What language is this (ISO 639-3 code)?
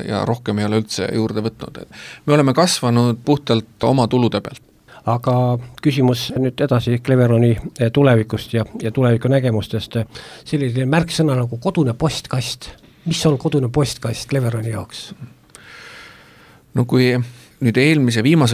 est